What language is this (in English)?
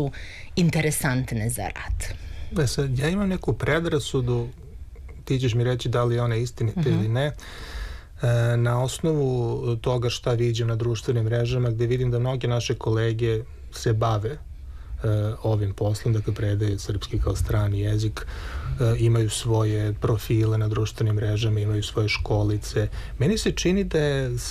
Serbian